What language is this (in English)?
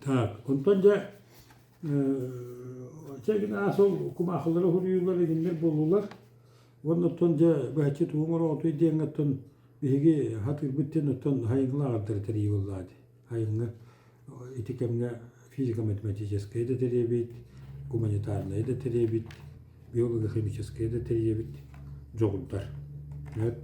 Yakut